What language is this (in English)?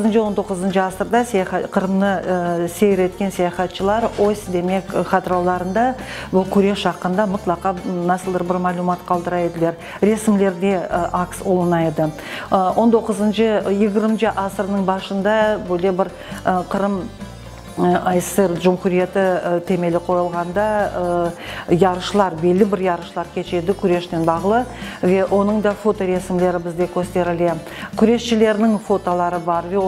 Crimean Tatar